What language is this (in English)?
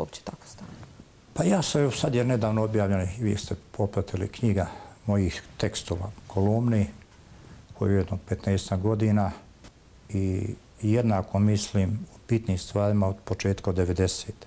Bosnian